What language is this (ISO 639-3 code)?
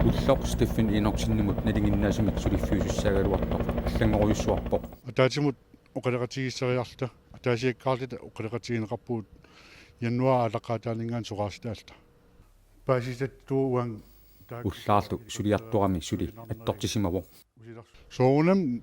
kal